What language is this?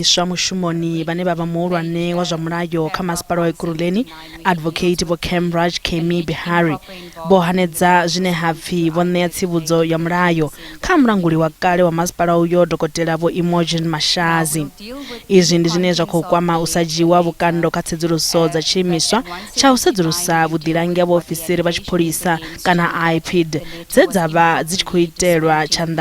Venda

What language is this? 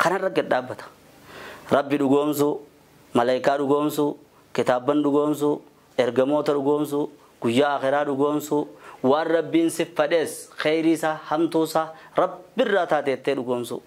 Oromo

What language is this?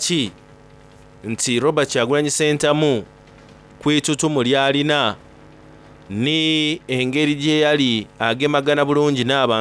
Soga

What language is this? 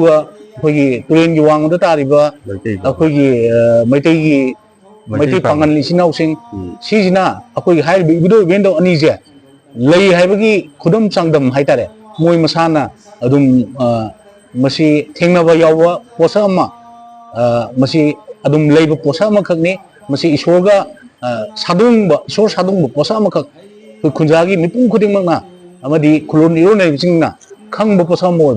Manipuri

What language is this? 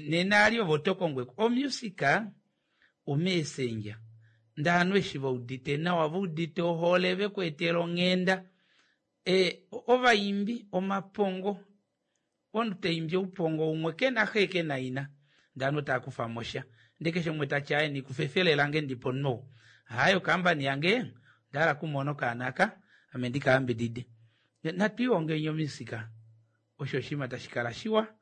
Kuanyama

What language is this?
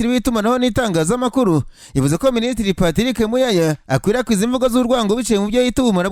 Kinyarwanda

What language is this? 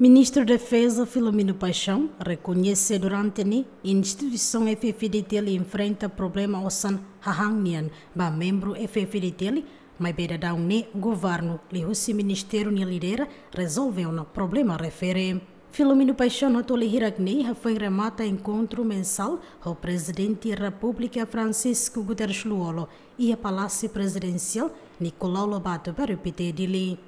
Tetum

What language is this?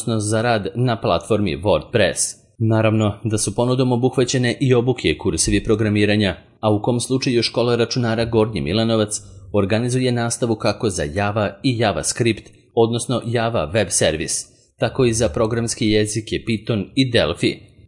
Serbian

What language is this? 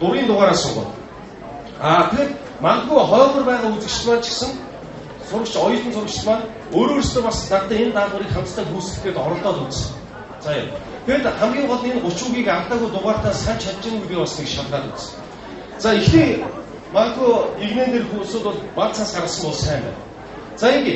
Mongolian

